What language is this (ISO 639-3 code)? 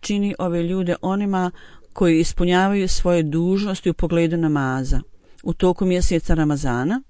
bos